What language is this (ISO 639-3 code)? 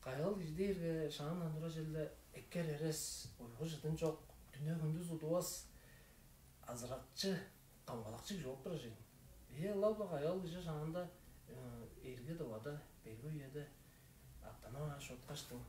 tyv